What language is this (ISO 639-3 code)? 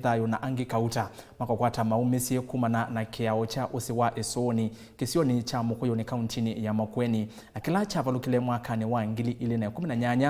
kam